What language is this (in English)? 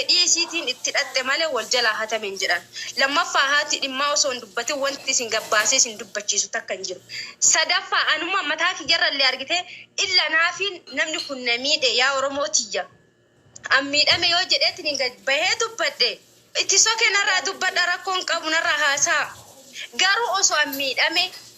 Oromo